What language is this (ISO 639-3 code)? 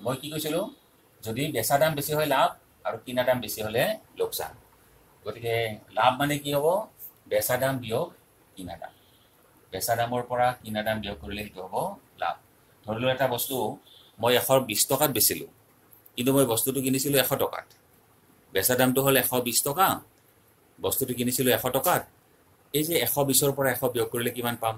asm